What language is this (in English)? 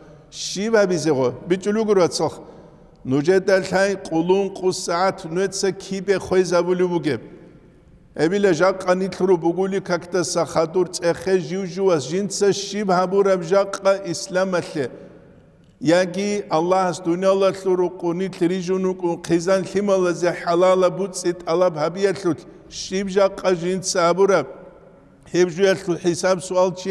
Avaric